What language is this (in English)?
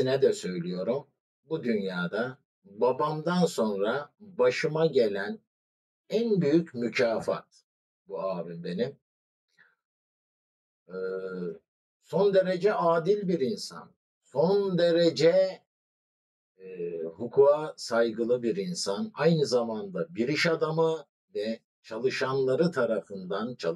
Turkish